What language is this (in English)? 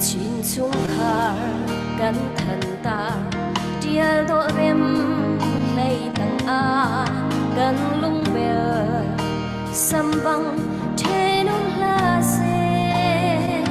Falam Chin